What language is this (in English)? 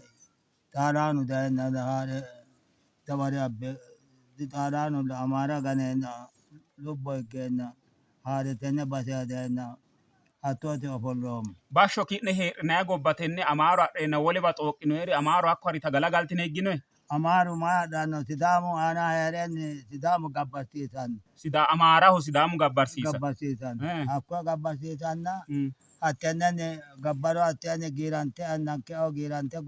Sidamo